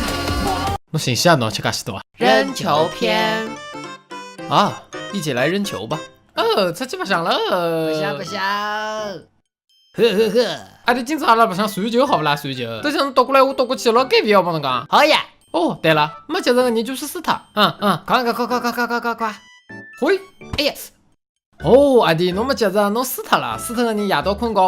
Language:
Wu Chinese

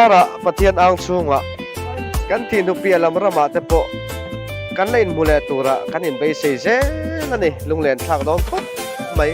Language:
Mizo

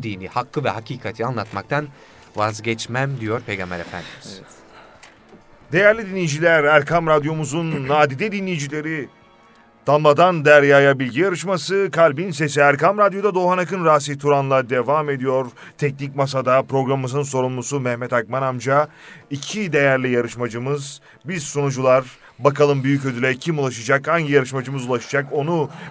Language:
Turkish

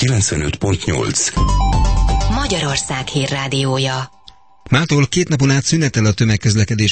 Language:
Hungarian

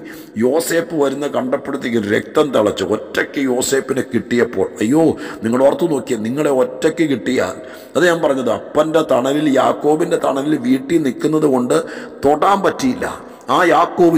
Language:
Malayalam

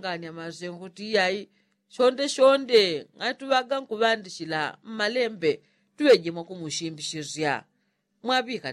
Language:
Yao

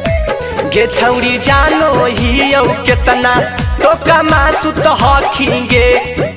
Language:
Magahi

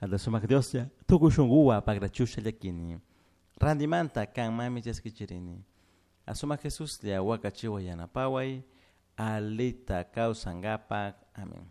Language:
Chimborazo Highland Quichua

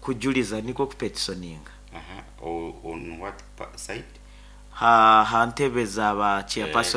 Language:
Nyoro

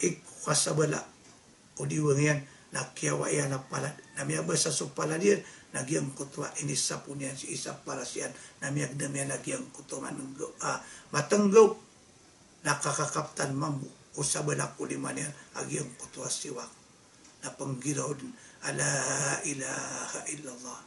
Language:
Maranao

